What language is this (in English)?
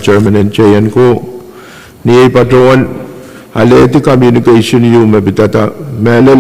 Pohnpeian